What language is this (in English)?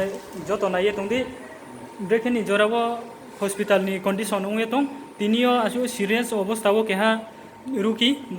Riang (India)